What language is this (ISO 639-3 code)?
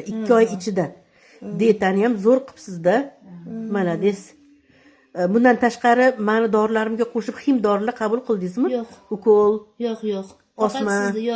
uzb